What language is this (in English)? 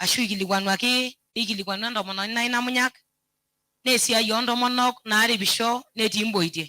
Masai